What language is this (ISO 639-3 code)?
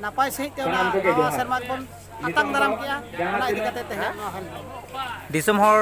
sat